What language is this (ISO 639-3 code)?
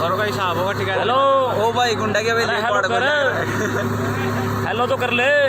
bgc